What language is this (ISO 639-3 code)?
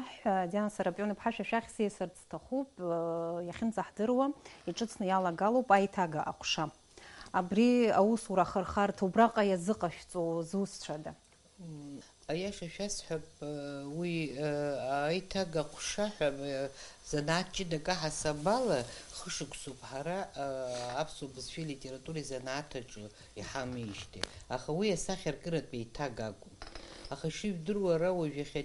abk